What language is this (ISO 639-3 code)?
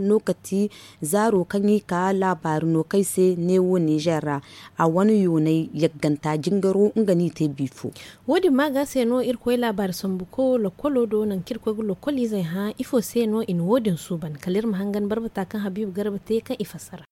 dje